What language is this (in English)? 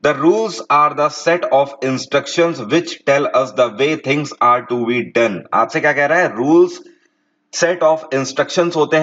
Hindi